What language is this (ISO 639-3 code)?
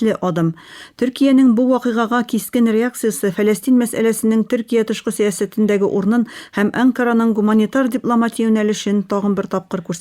tat